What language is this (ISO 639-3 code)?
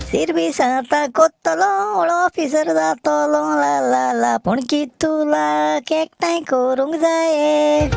kok